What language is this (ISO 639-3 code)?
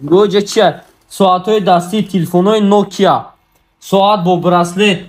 tgk